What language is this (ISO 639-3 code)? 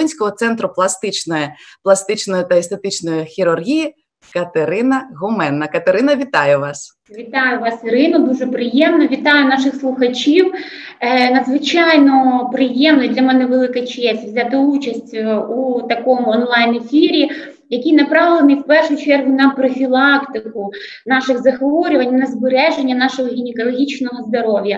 ukr